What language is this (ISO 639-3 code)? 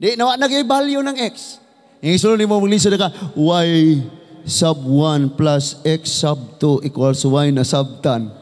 ceb